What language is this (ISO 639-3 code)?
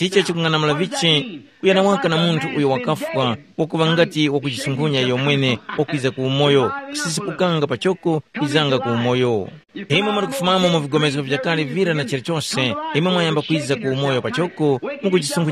tum